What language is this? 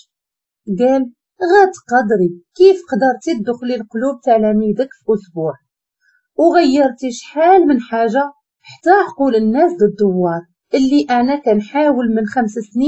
Moroccan Arabic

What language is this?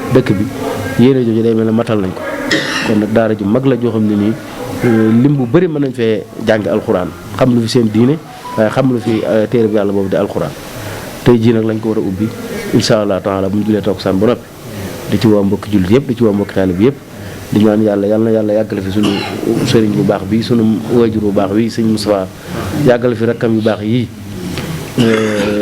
Wolof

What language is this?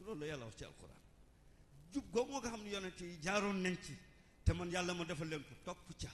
Wolof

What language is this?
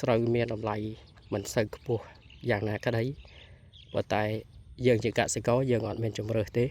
Khmer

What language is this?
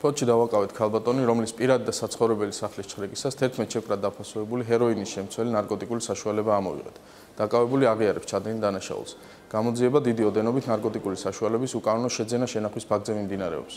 Georgian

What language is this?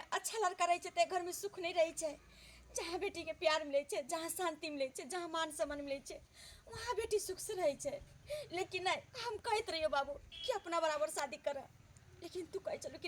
Maithili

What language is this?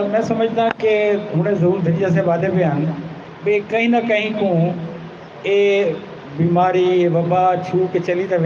Saraiki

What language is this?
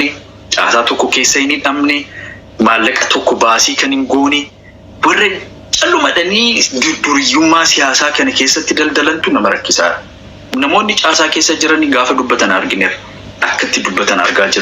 Oromo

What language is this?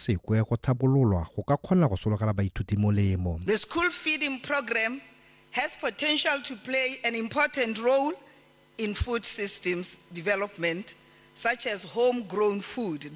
Tswana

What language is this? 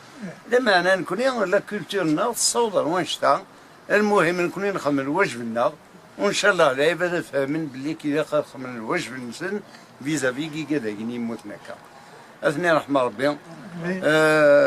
Kabyle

